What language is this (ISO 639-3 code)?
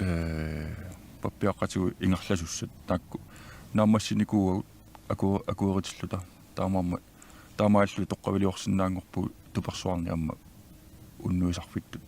kal